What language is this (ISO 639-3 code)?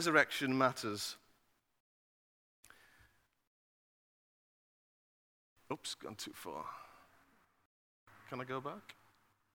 eng